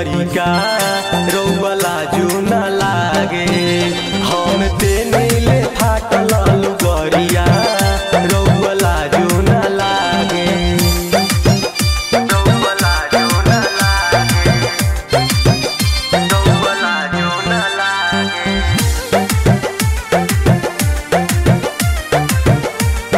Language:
Bhojpuri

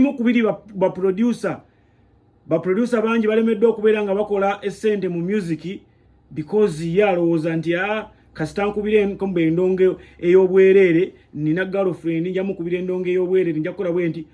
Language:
Ganda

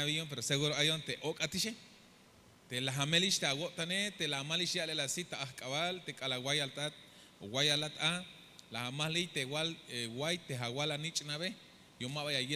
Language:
Tzeltal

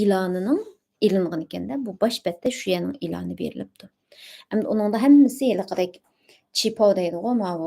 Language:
Uyghur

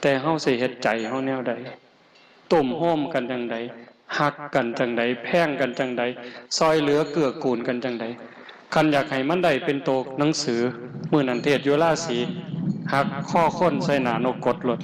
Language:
Northeastern Thai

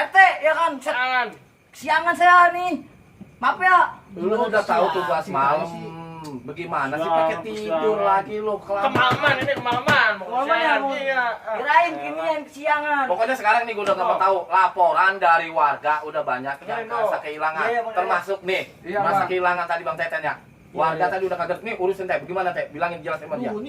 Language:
Betawi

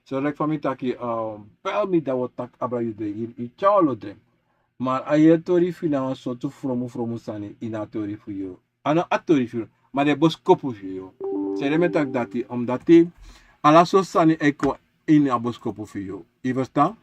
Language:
Sranan Tongo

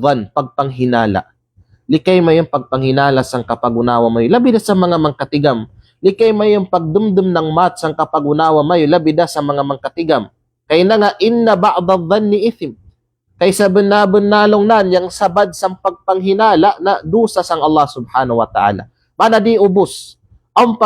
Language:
Kalagan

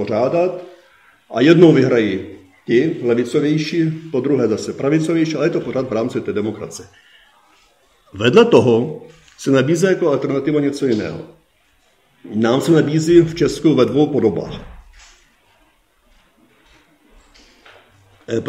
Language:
Czech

